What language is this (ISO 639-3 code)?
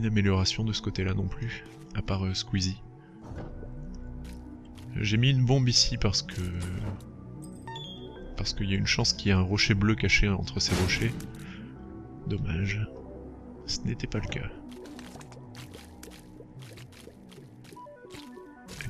fra